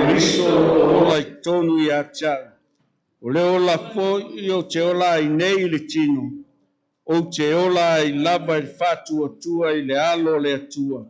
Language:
Samoan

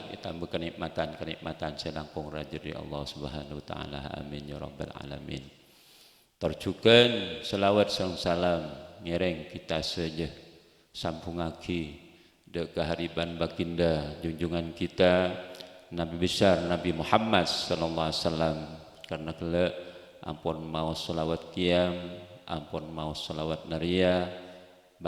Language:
Madurese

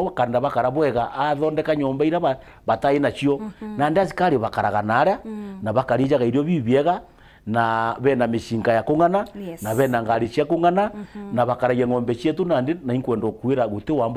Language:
Meru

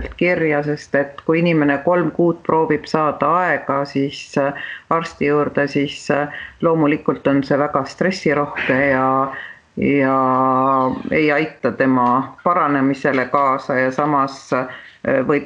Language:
Estonian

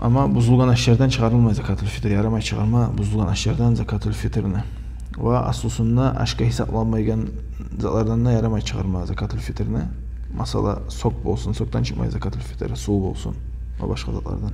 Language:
Kumyk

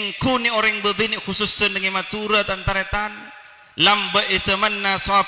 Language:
Madurese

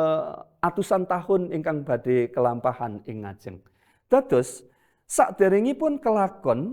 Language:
Javanese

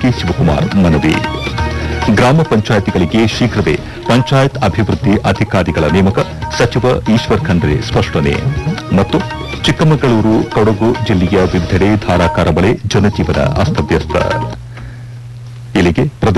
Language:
Kannada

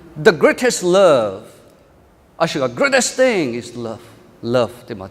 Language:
Lisu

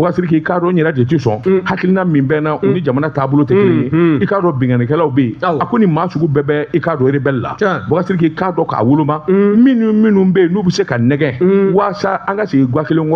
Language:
Bambara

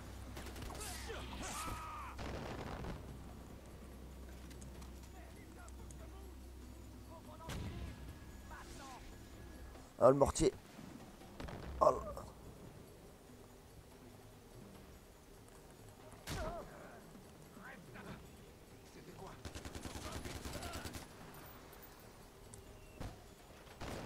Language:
French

